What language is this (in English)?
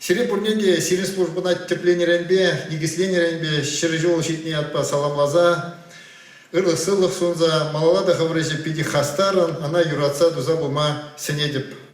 Chuvash